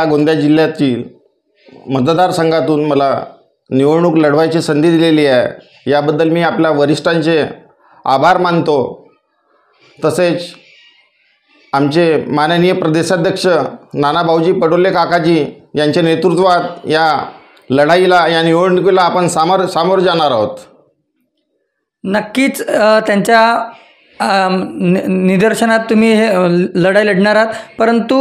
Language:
Marathi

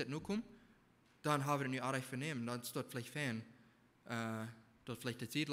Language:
Plautdietsch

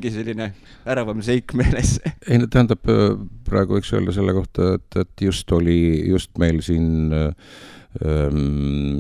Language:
Estonian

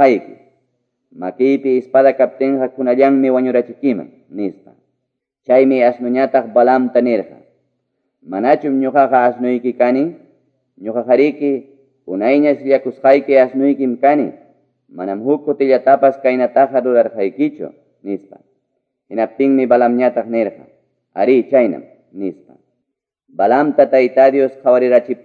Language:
Quechua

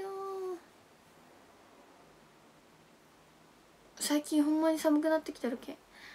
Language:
Japanese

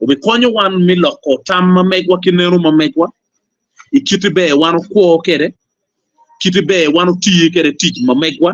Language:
Acoli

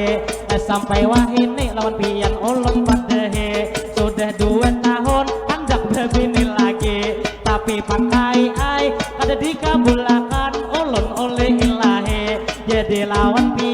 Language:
Banjar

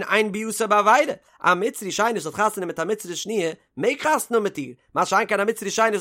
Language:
Yiddish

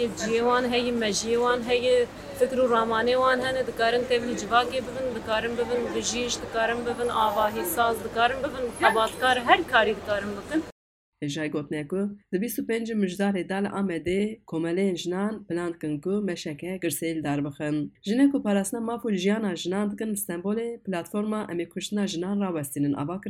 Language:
Kurdish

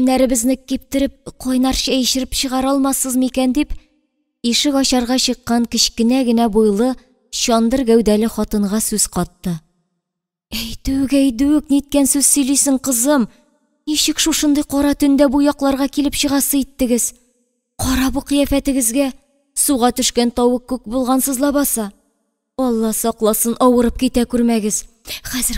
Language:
Tatar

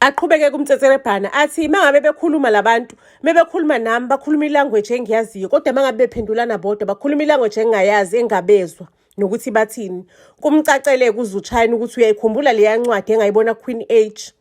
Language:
Zulu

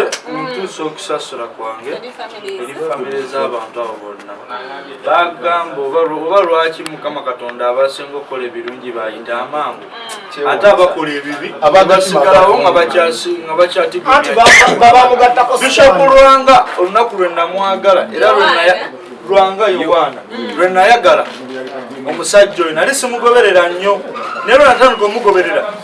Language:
Ganda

